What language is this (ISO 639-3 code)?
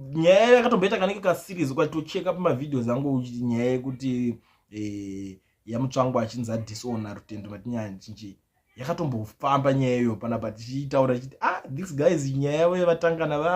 sna